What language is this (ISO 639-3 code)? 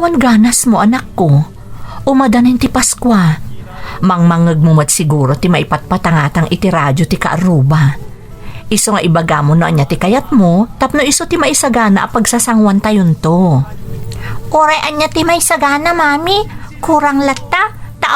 ilo